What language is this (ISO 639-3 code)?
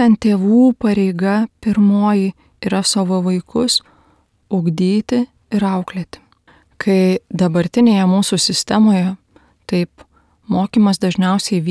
lit